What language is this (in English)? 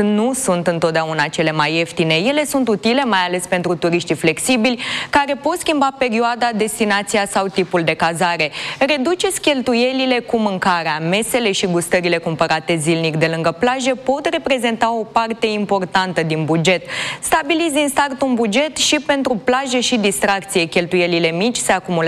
Romanian